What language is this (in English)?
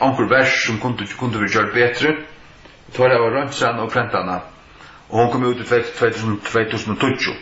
Faroese